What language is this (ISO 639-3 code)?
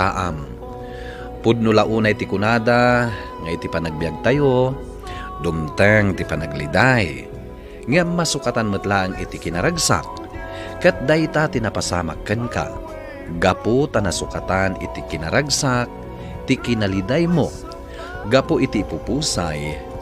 ilo